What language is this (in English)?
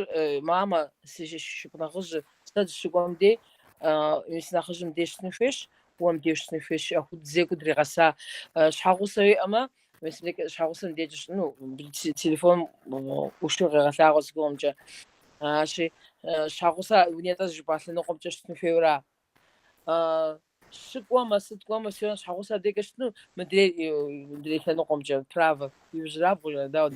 Kabardian